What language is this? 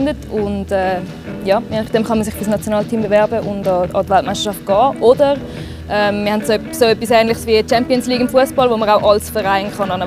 Swiss German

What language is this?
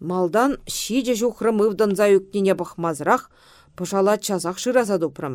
Chuvash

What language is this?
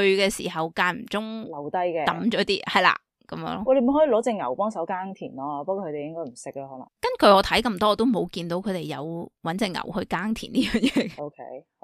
Cantonese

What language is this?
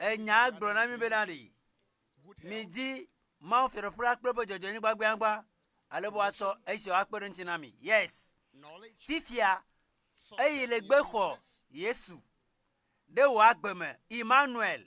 Ewe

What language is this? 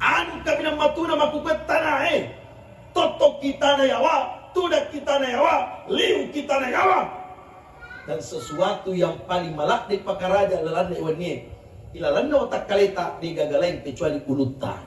Buginese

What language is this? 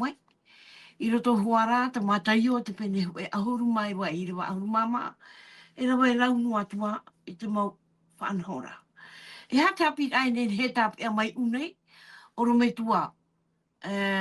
Tahitian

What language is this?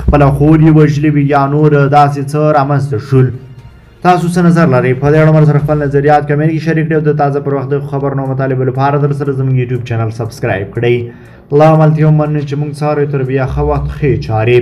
Pashto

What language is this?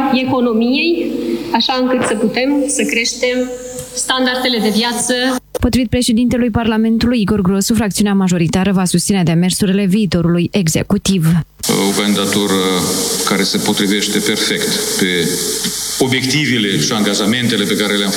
Romanian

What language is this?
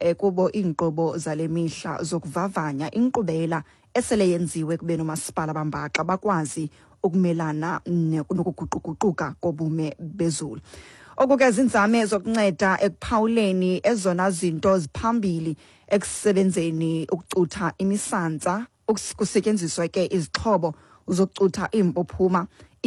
Xhosa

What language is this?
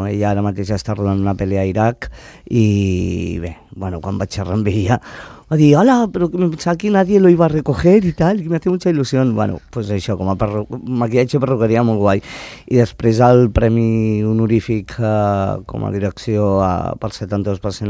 Catalan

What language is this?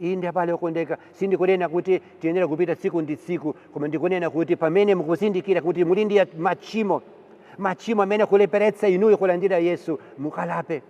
Nyanja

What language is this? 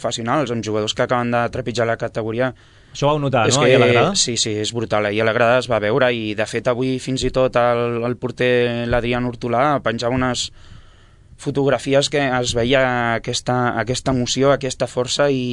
Catalan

